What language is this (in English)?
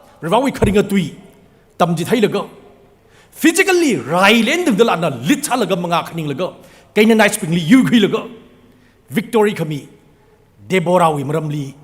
Tangkhul Naga (India)